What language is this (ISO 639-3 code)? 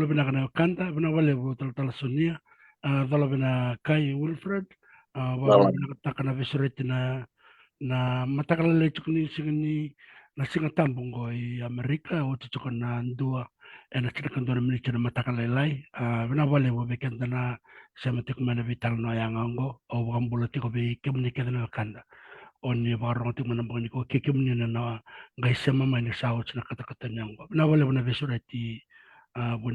fij